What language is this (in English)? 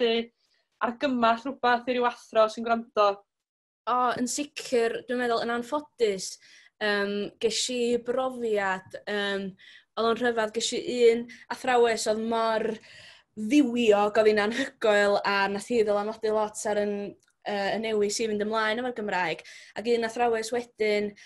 Welsh